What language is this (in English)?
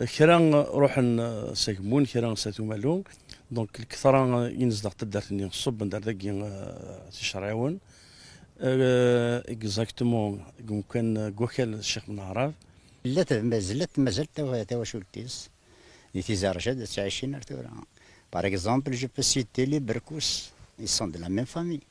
Kabyle